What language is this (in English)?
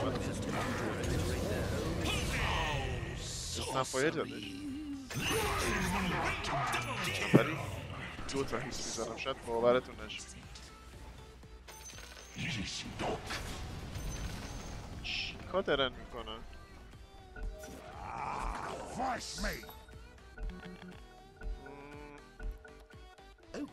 Persian